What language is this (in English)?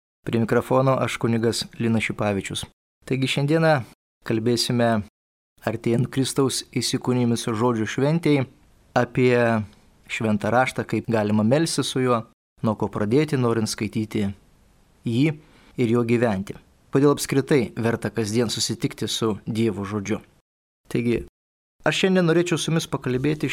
Lithuanian